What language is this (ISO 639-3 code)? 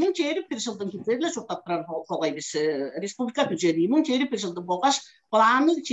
tyv